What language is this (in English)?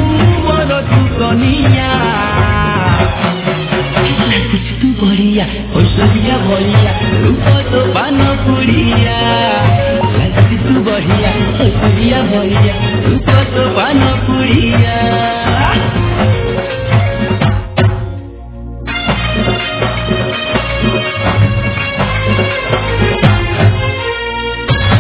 Bhojpuri